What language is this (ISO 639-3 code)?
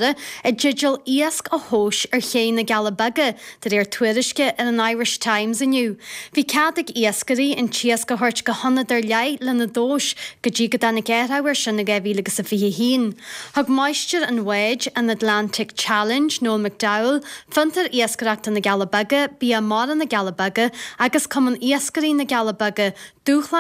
gle